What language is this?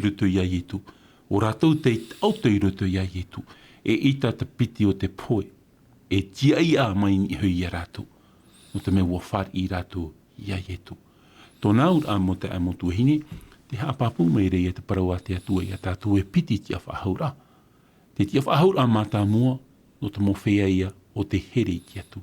Tahitian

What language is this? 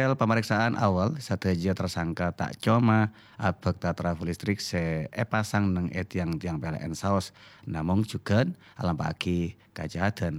Madurese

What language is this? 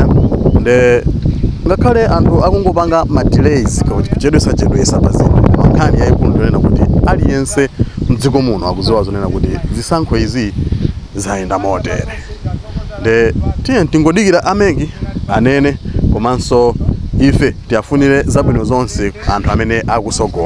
Nyanja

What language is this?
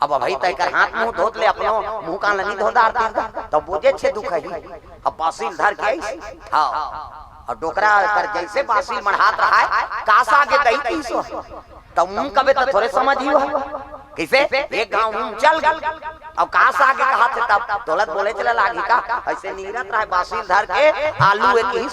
Chhattisgarhi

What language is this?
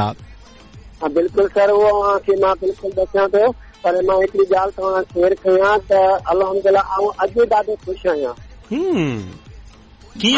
Sindhi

